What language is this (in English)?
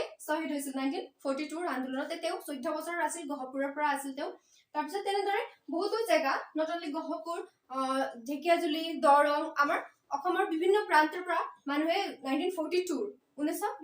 Assamese